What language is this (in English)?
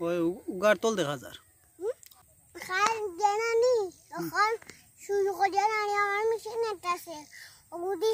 Sylheti